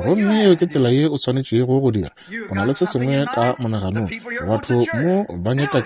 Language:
Northern Sotho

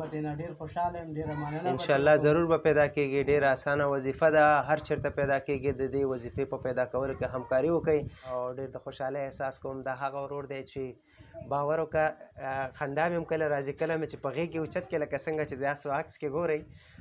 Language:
Pashto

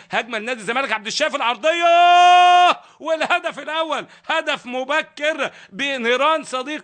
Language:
Egyptian Arabic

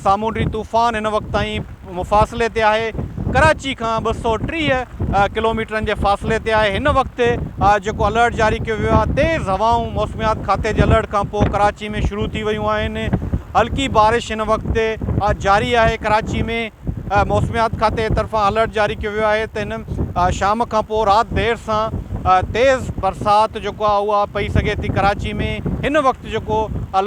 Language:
Sindhi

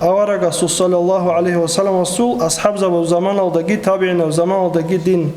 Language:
Avaric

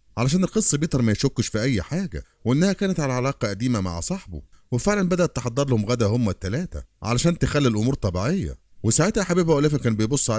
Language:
Egyptian Arabic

